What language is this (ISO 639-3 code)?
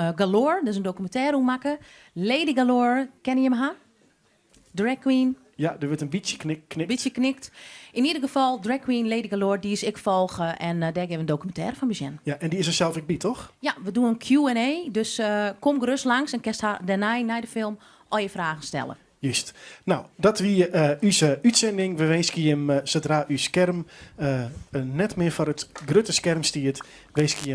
fry